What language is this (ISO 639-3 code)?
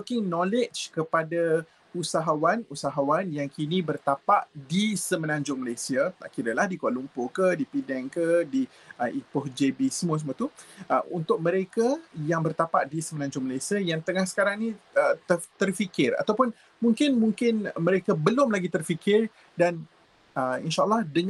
msa